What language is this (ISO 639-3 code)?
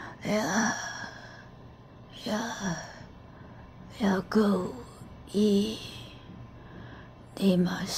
nan